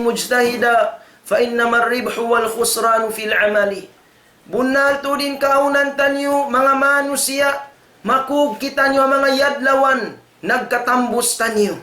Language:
Tausug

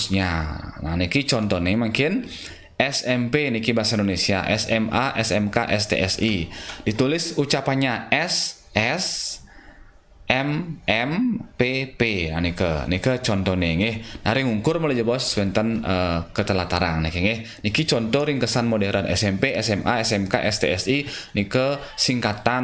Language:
Balinese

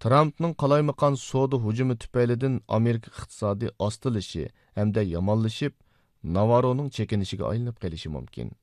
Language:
Uyghur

